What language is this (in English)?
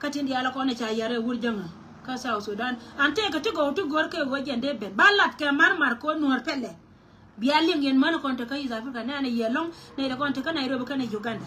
Nuer